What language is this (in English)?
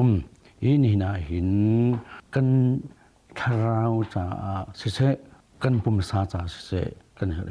Hakha Chin